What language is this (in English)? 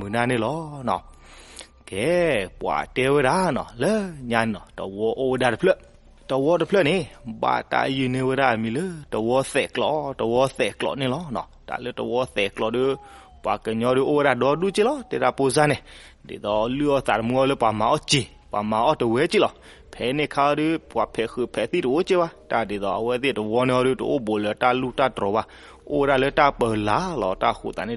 S'gaw Karen